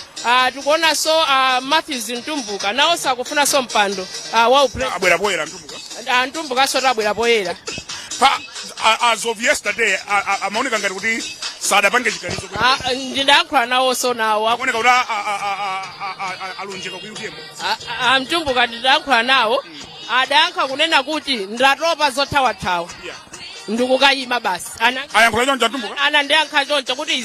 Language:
Nyanja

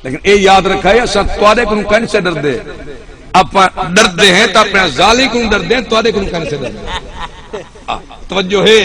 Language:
Saraiki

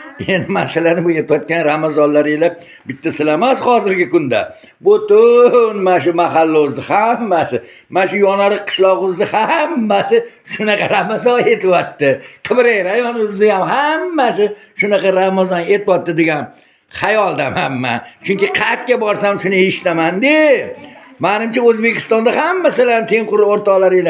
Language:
Uzbek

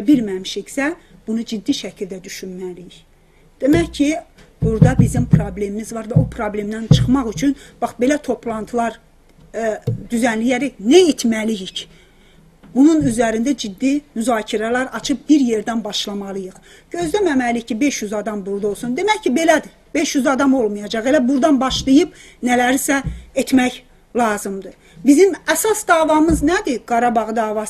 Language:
South Azerbaijani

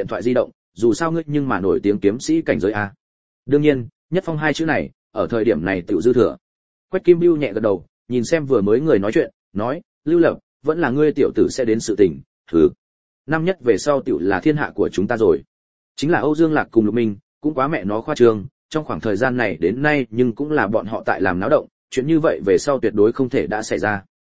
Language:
Vietnamese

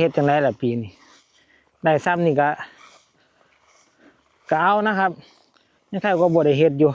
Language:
Northeastern Thai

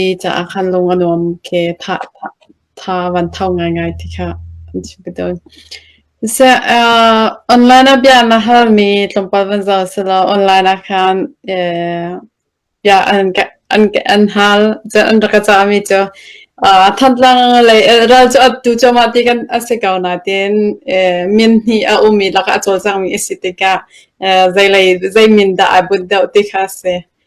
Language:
Hakha Chin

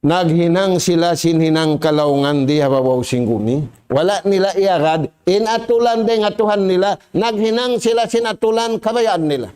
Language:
Tausug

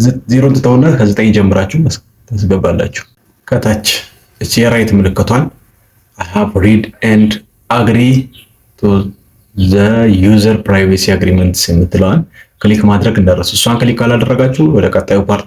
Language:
Amharic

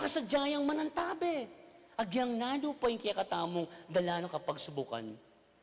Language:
Pampanga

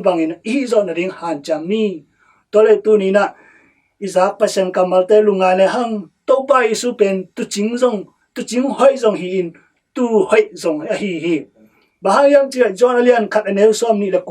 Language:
Tedim Chin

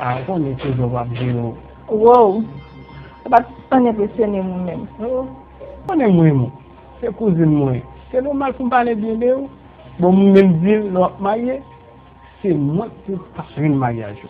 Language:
Haitian Creole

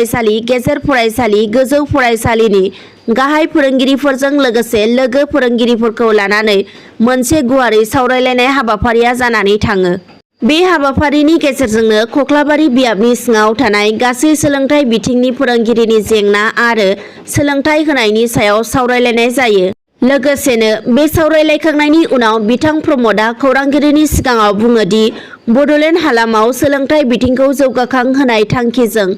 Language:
Bodo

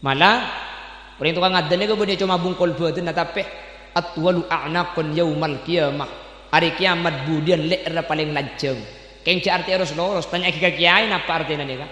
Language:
Madurese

